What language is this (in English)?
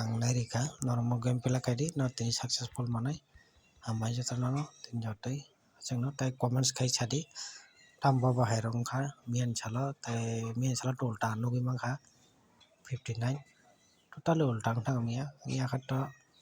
Kok Borok